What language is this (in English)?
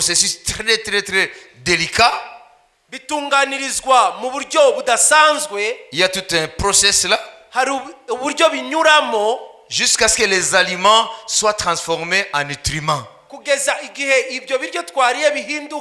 Kinyarwanda